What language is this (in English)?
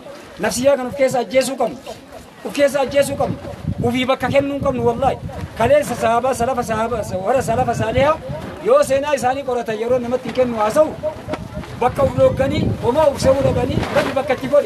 Oromo